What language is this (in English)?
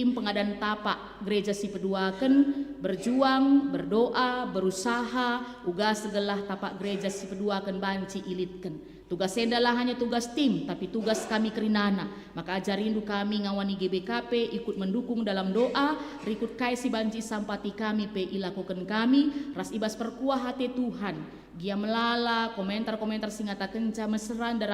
Batak Karo